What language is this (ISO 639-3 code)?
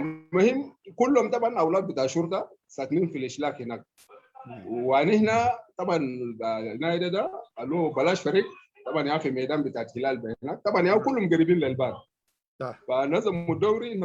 apd